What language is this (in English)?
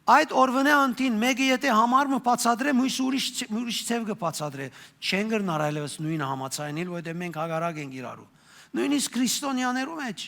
Western Armenian